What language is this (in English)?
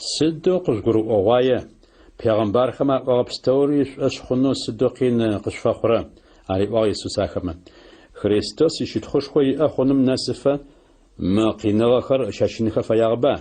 Adyghe